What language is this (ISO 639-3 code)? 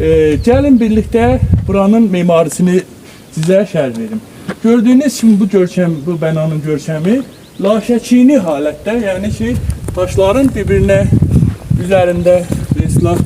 azb